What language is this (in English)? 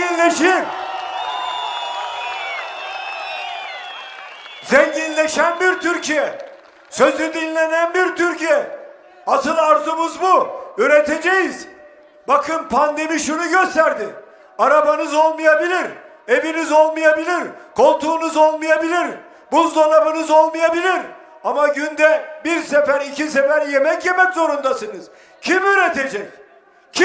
Turkish